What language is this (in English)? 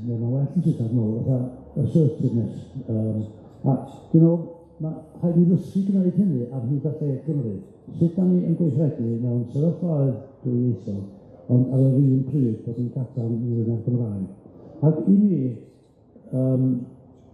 Welsh